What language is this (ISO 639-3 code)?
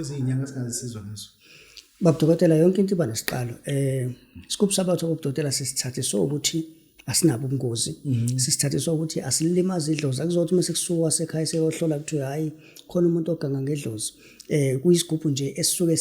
zul